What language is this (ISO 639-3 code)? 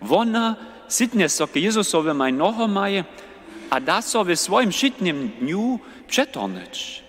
hsb